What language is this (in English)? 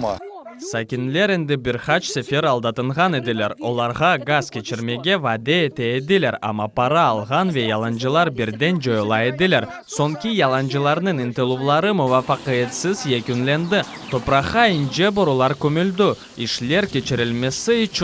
Crimean Tatar